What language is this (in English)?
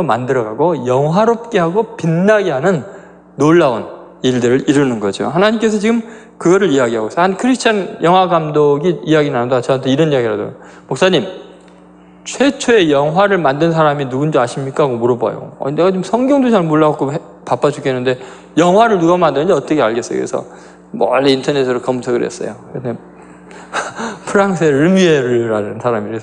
Korean